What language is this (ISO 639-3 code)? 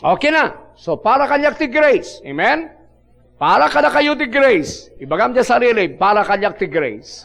ilo